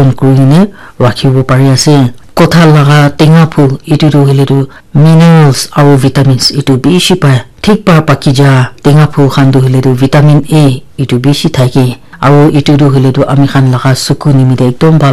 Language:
Naga Pidgin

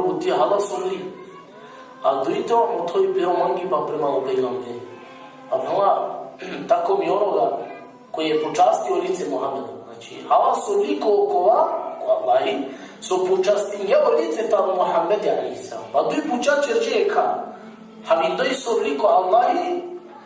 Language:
Balkan Romani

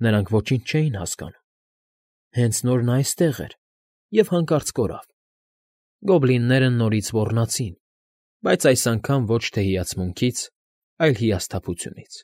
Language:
Armenian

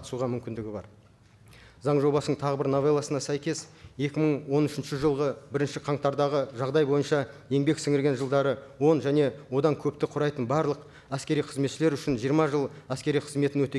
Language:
Kazakh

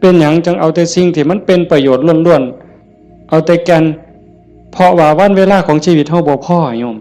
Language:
Northeastern Thai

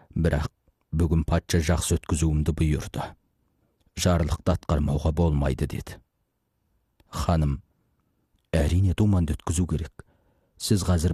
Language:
Kazakh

